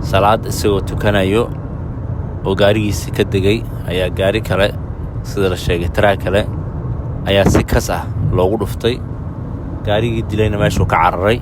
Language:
Somali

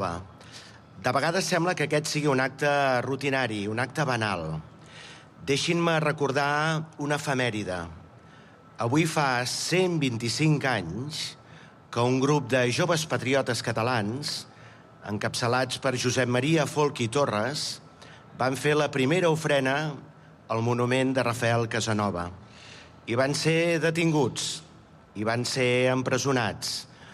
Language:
Catalan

